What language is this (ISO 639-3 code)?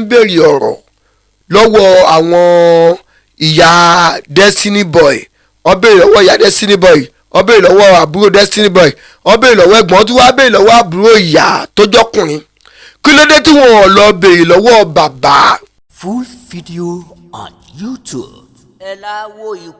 yor